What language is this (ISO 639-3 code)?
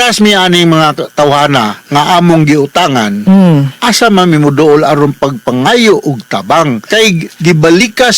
ceb